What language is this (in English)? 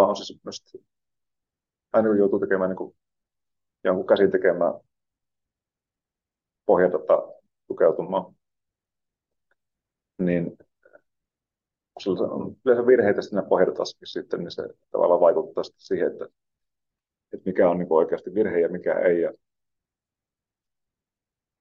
Finnish